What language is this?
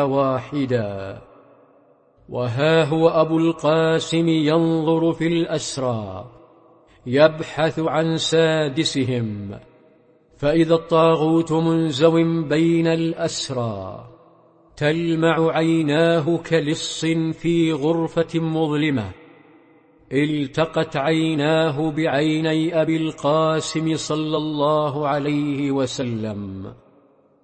Arabic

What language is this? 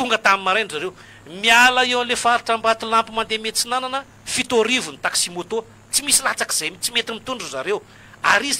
Malagasy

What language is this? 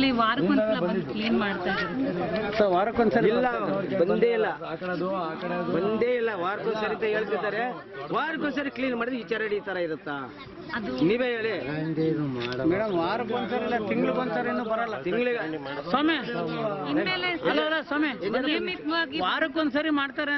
Kannada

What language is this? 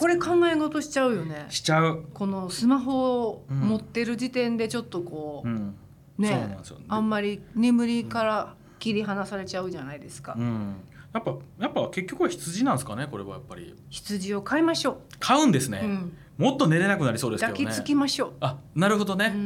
Japanese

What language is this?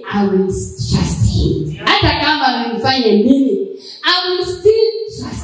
Swahili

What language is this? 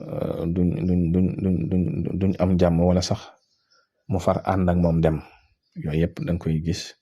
Wolof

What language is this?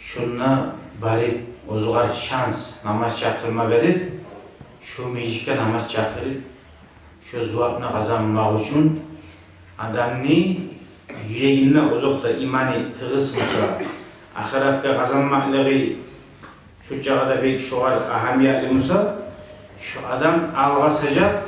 Kumyk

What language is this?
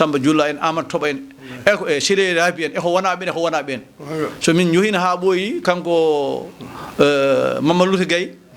Fula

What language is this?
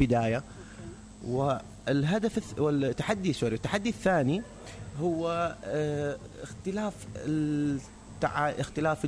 Mesopotamian Arabic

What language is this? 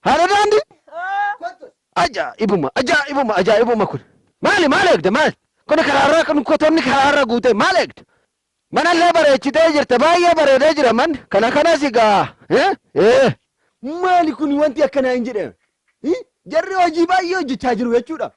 Oromo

